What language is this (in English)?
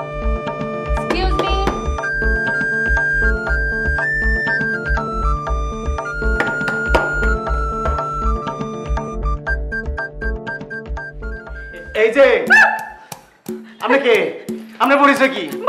Bangla